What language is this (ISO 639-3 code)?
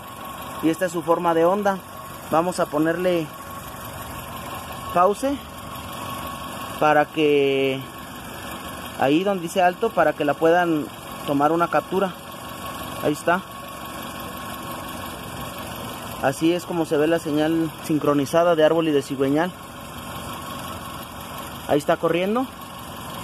spa